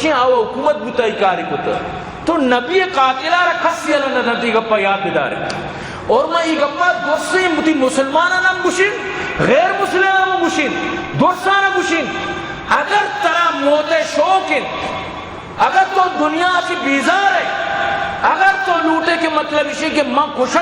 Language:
Eastern Balochi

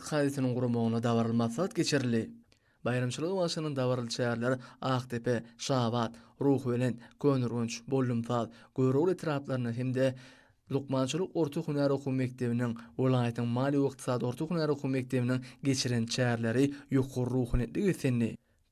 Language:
Turkmen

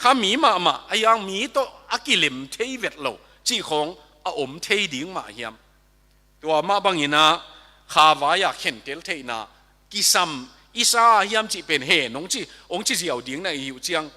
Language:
Tedim Chin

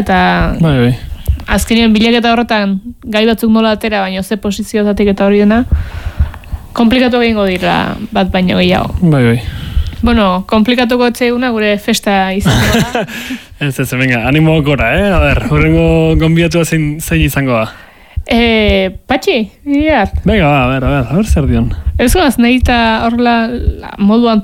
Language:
Basque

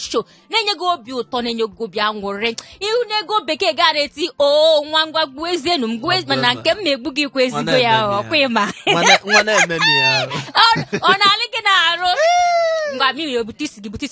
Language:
Igbo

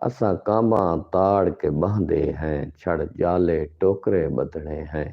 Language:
Saraiki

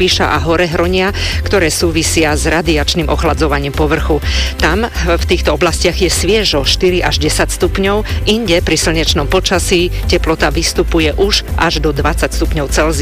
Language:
Slovak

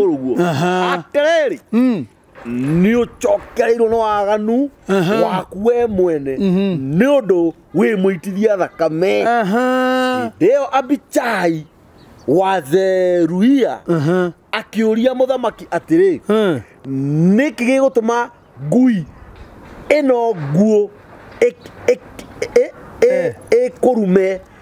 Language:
Kikuyu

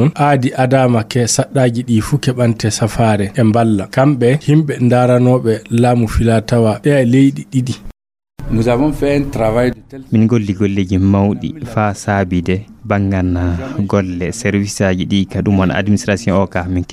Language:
Fula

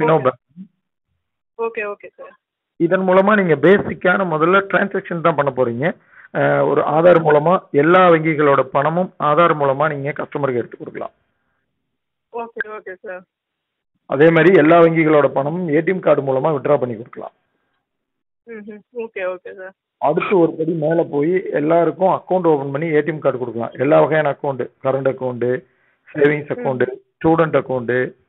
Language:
Tamil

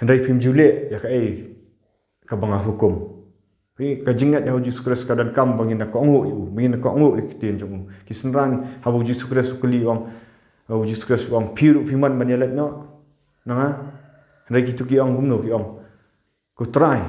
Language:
Khasi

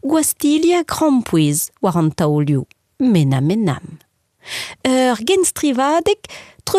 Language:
Breton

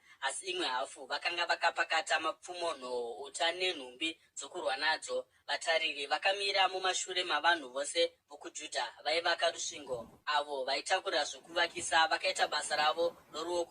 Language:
Shona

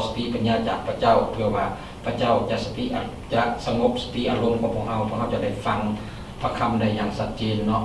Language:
Lao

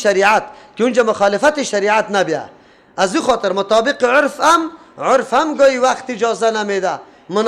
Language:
Persian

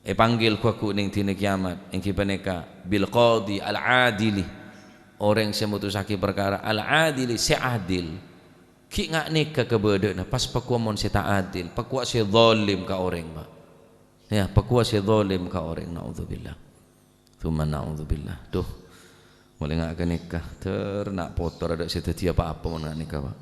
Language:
Madurese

